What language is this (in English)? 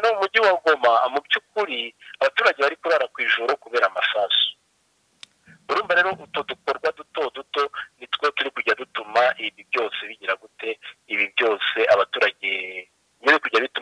Kinyarwanda